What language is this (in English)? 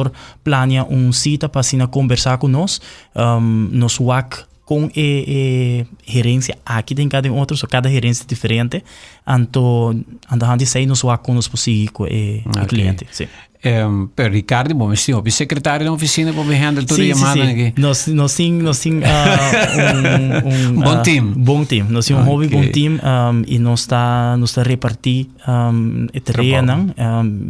Papiamento